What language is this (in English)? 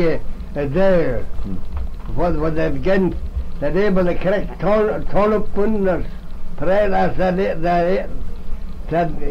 Manx